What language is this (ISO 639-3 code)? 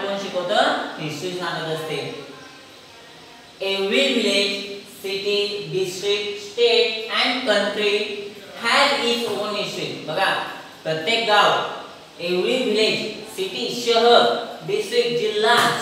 mar